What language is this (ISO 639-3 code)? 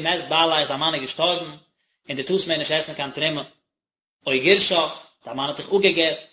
yid